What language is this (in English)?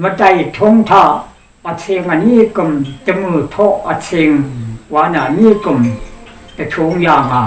Rawang